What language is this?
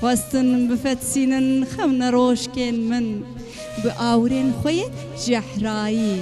Kurdish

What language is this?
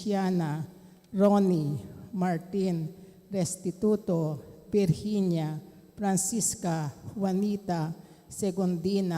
Pampanga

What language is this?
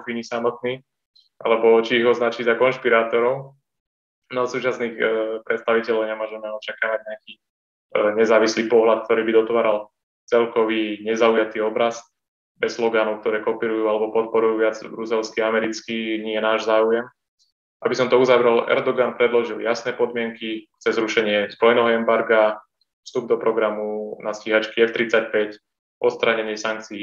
Slovak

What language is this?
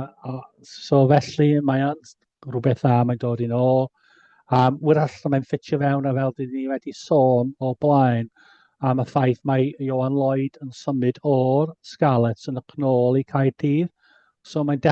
Welsh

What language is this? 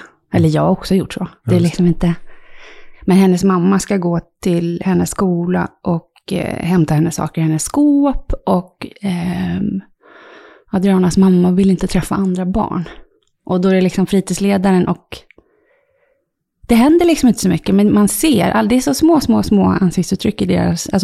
Swedish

